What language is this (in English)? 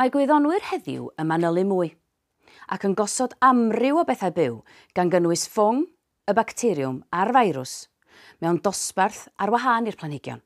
Welsh